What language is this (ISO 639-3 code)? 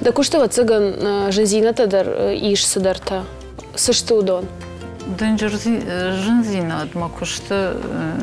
oss